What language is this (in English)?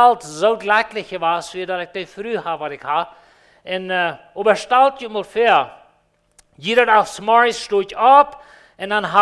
Plautdietsch